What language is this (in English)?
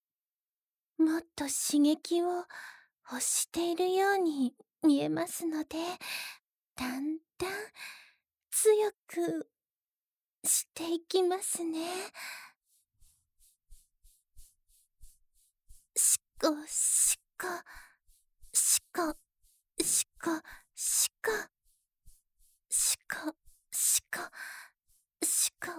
Japanese